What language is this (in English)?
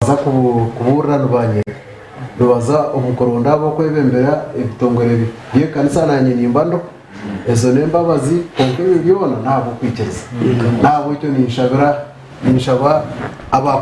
Nyankole